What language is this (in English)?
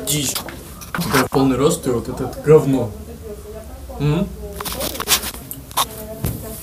Russian